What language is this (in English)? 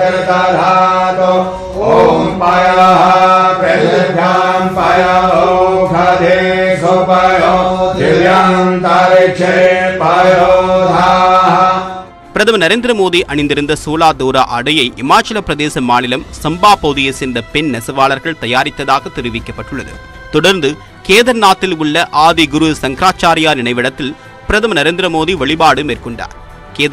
Tamil